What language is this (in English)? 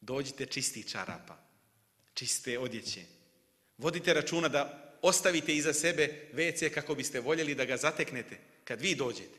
Bosnian